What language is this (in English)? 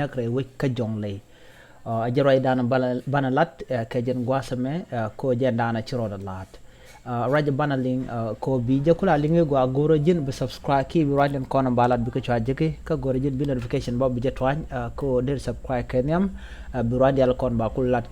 Nuer